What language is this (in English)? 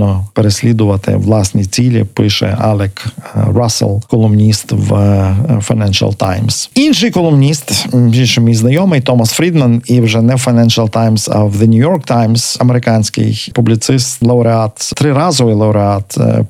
Ukrainian